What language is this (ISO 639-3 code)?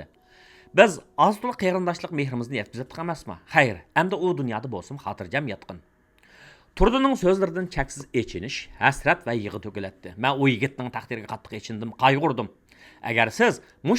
uig